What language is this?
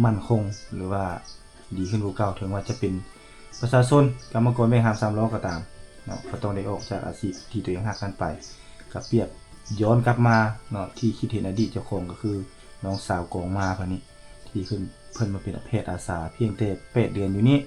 Lao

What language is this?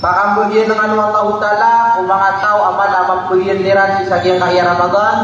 Maranao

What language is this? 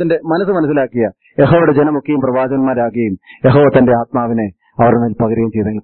Malayalam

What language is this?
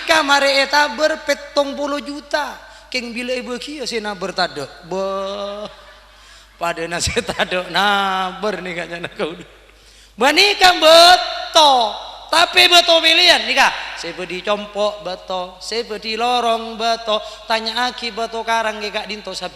Madurese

